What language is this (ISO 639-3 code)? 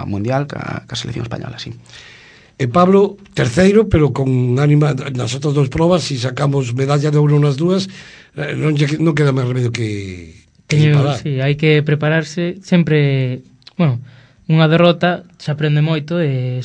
glg